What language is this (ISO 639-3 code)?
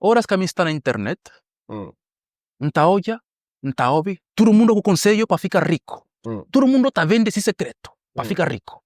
kea